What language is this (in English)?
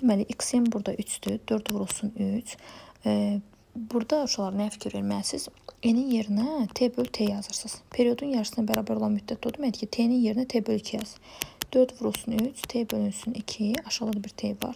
Azerbaijani